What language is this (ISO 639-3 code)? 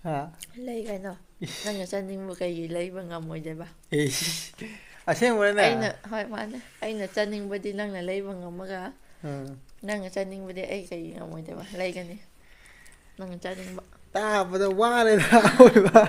mni